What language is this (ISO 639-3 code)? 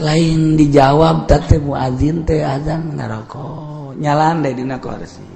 sun